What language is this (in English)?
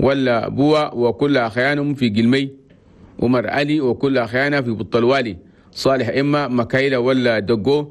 Chadian Arabic